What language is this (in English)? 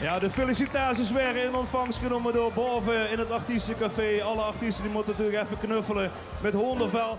Limburgish